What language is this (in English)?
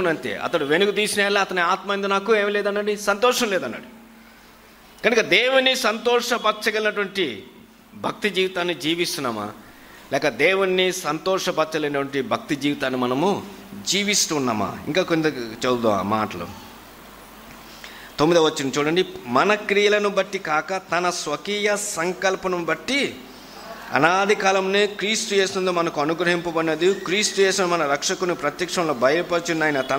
Telugu